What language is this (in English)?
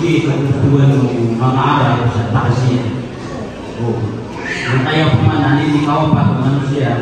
Maranao